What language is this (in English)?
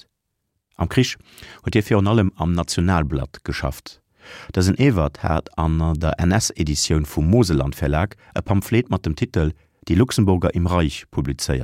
Luxembourgish